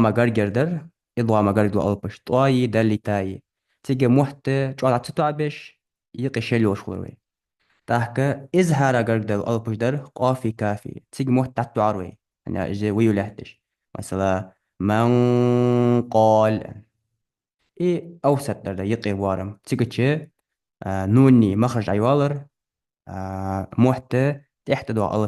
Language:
Ingush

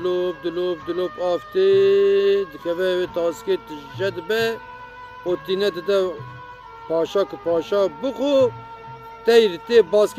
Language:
Kurdish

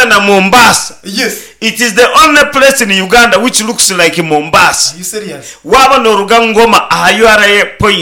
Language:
Nyankole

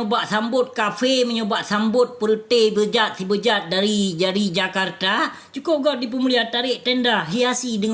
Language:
Achinese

